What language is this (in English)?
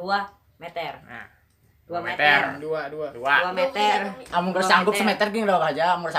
Banjar